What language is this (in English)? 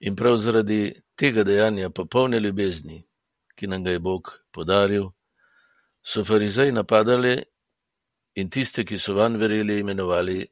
Slovenian